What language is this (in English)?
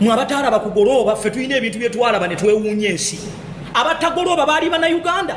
Ganda